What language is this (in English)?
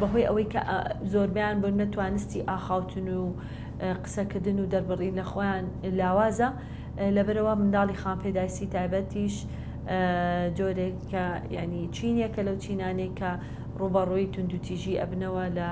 Central Kurdish